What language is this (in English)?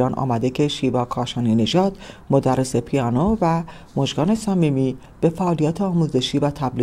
Persian